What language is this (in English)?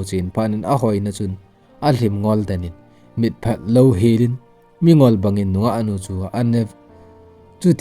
Thado Chin